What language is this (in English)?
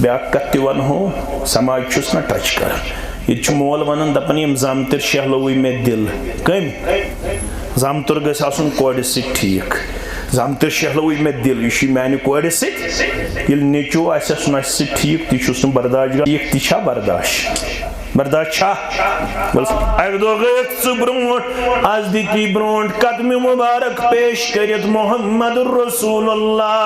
Kashmiri